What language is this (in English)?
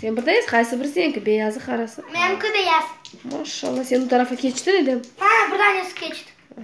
Crimean Tatar